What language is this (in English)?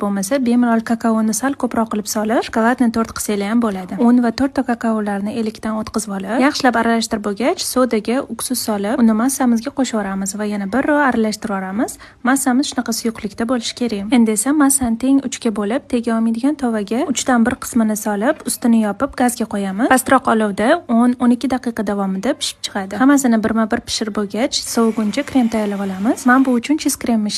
Uzbek